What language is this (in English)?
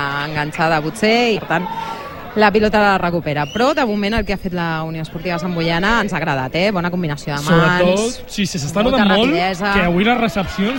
Catalan